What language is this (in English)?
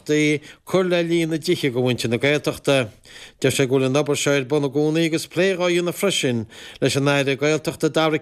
Irish